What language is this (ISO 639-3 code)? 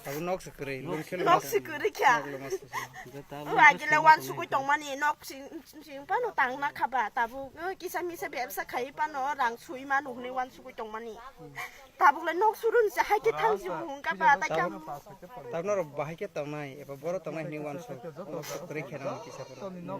trp